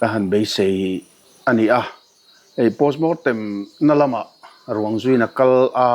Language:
Mizo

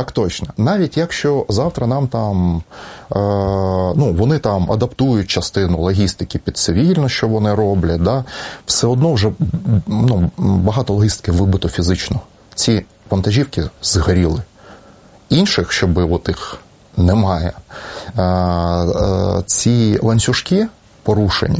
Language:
Ukrainian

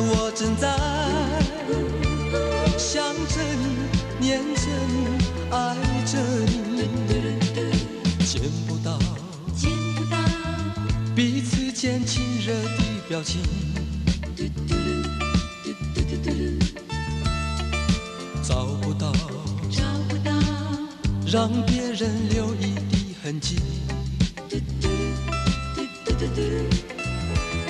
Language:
Chinese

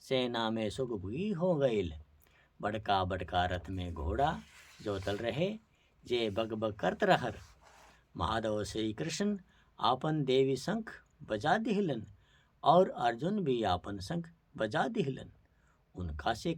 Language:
Bhojpuri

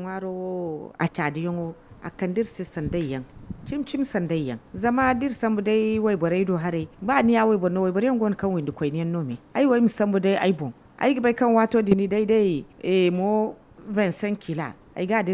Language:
Zarma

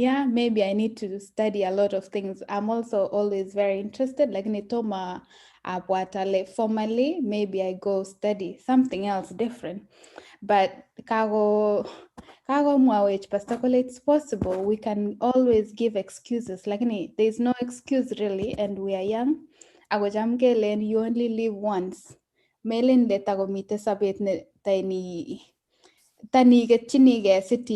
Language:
Kalenjin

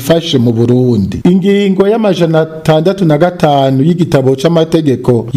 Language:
Rundi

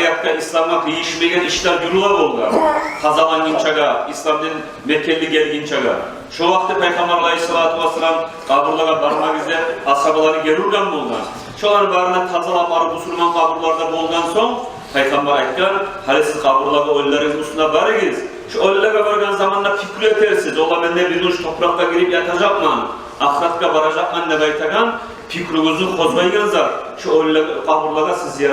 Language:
Kumyk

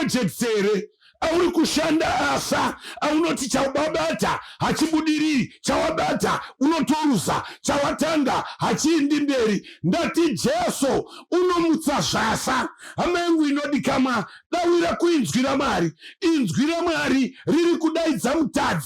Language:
Shona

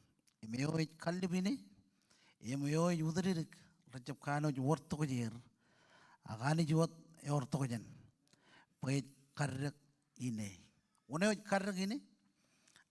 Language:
Marshallese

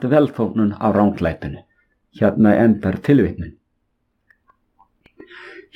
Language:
Icelandic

